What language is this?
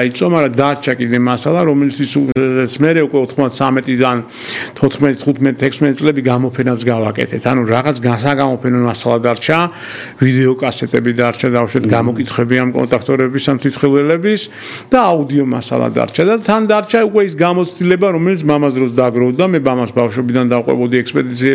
Georgian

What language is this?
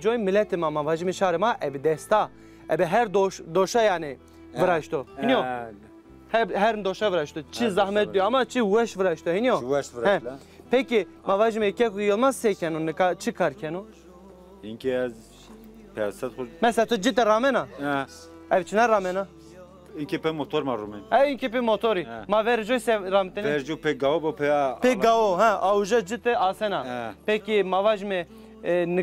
Zaza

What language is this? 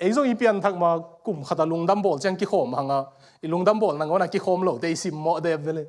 Tedim Chin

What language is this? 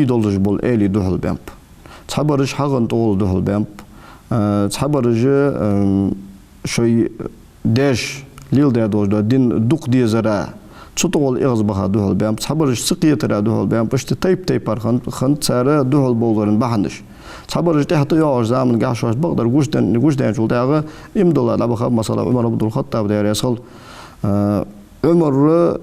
Ingush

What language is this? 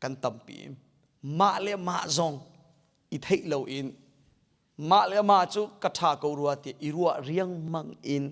Hakha Chin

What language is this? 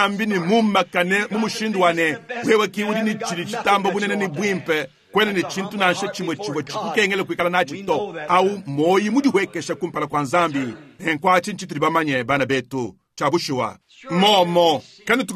Luba-Lulua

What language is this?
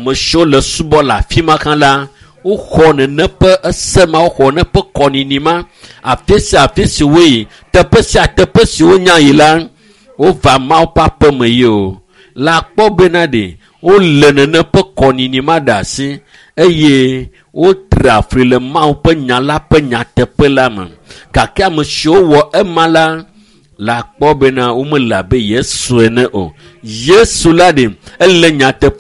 Ewe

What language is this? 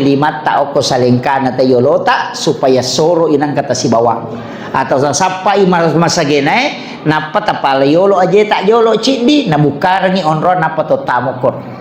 Buginese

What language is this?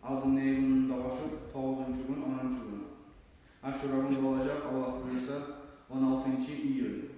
Kumyk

